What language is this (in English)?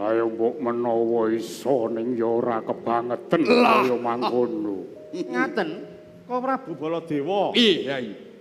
Javanese